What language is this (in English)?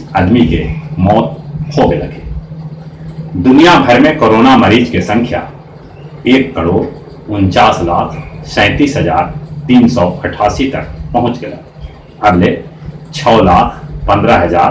Magahi